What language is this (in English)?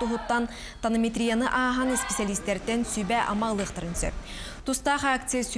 Yakut